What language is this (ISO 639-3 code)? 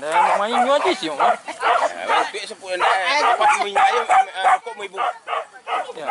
min